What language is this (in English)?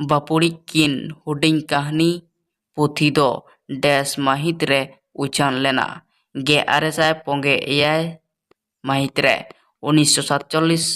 Santali